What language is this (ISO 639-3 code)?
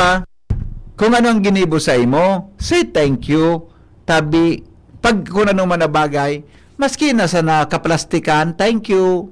bik